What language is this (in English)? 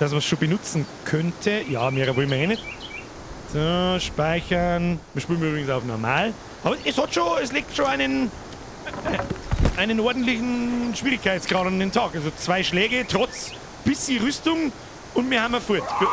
Bavarian